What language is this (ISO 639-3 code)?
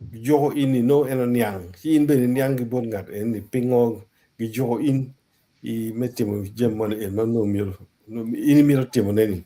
ach